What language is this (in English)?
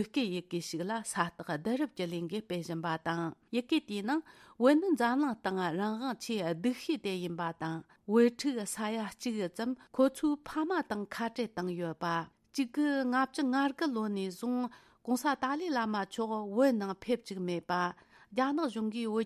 Tibetan